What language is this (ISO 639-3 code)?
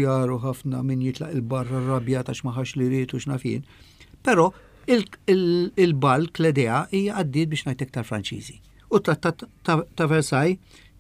mlt